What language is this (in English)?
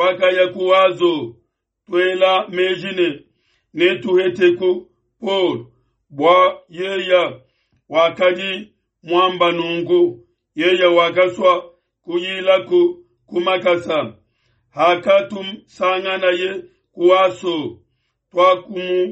Luba-Lulua